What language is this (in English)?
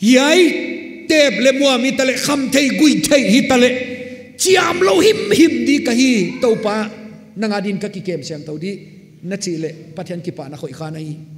Paite Chin